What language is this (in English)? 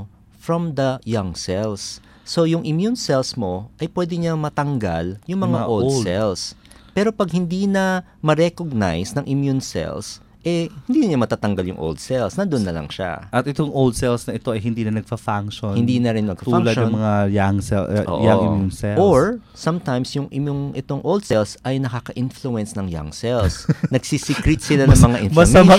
Filipino